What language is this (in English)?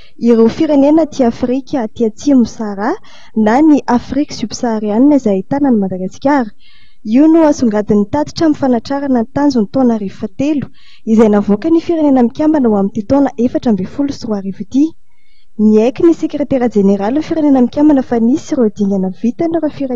Malagasy